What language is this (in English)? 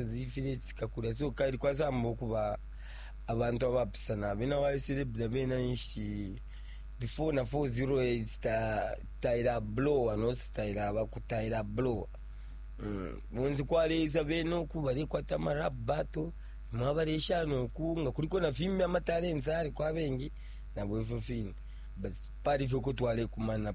Bemba